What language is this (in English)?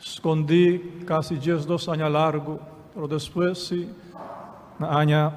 Papiamento